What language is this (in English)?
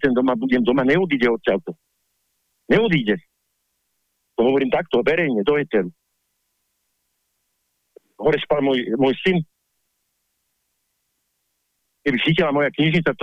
Slovak